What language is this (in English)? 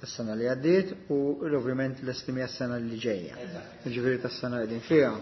Maltese